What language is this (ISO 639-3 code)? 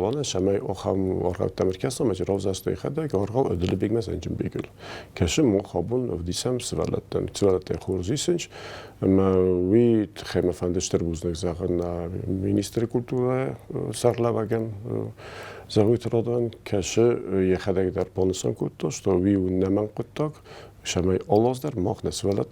oss